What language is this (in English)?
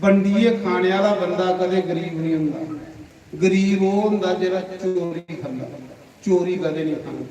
Dogri